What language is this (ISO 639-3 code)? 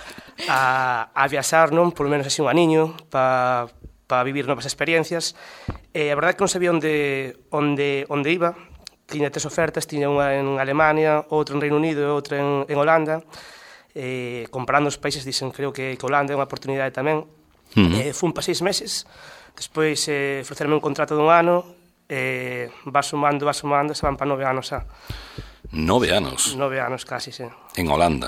glg